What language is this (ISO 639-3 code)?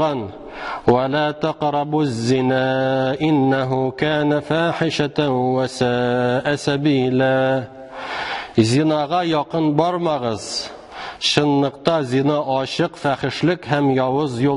tat